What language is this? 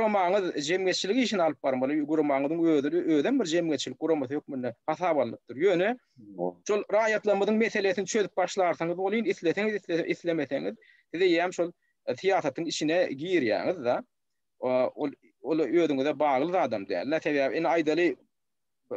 Turkmen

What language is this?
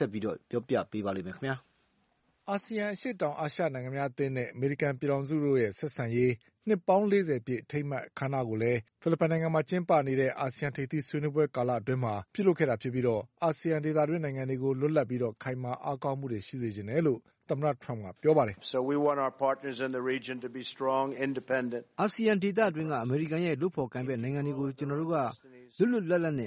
Burmese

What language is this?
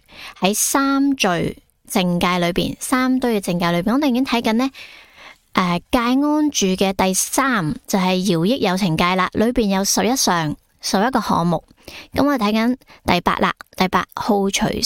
Cantonese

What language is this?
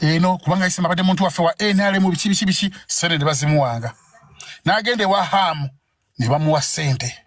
Ganda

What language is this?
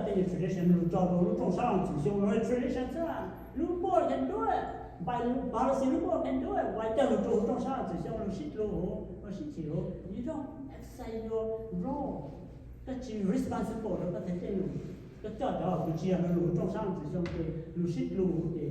Hmong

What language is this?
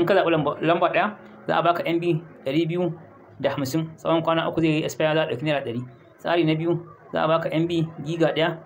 Hausa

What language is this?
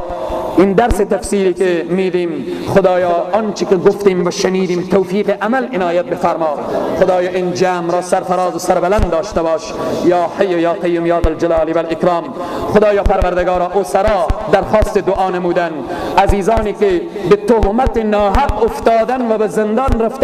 Persian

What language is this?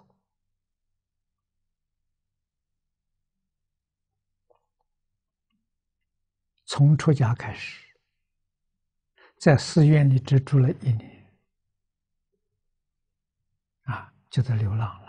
Chinese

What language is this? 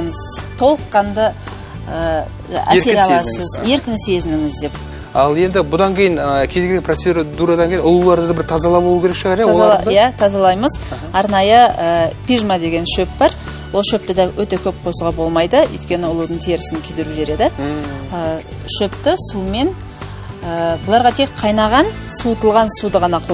Kazakh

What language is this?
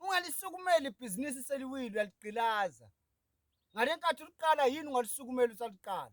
Zulu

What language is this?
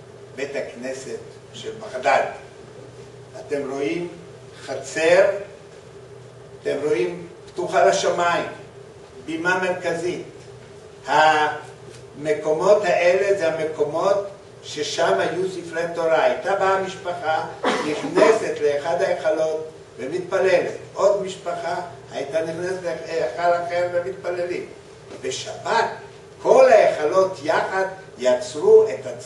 Hebrew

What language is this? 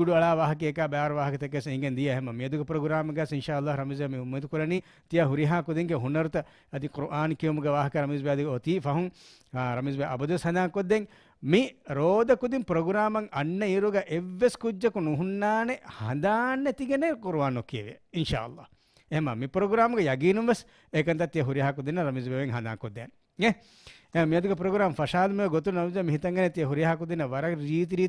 Divehi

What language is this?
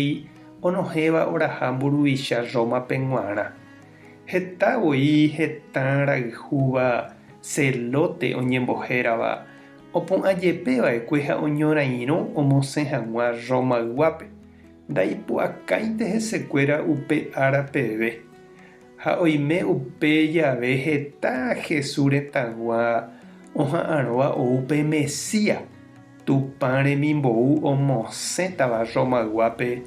Guarani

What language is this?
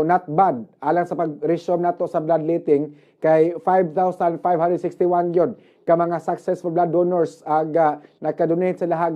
Cebuano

